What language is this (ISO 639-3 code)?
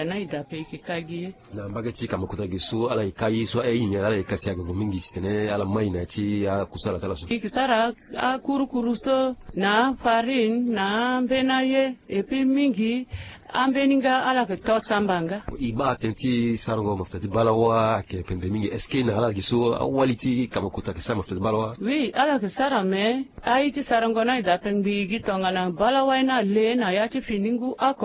sag